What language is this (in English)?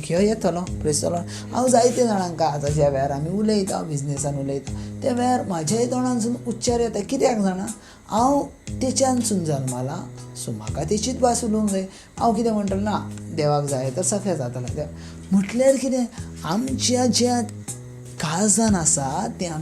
Konkani